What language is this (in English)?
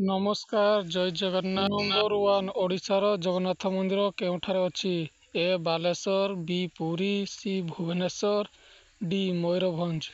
Odia